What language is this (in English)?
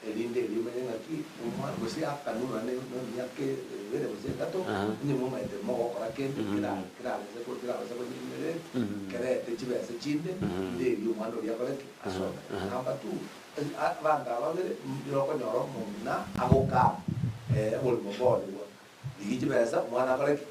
Gusii